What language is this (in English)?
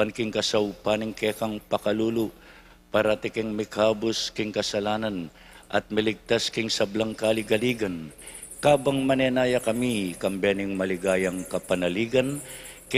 Pampanga